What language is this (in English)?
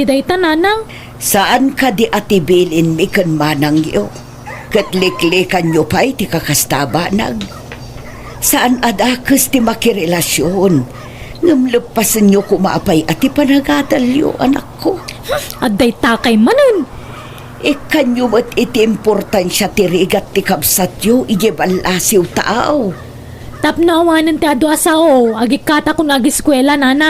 Iloko